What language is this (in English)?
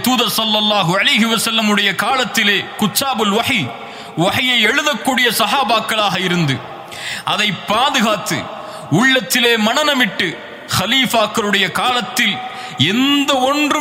Tamil